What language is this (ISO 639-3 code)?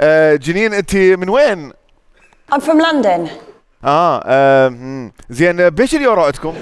acm